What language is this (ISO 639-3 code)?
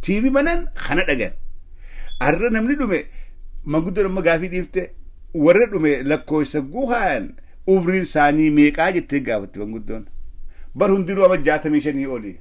orm